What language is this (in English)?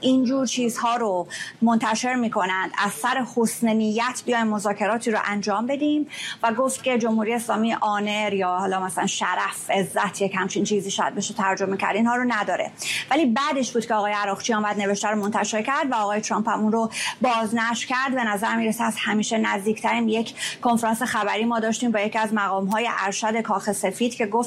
Persian